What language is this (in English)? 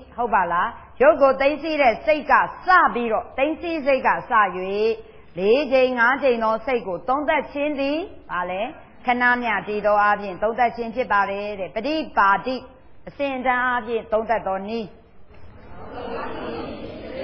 Burmese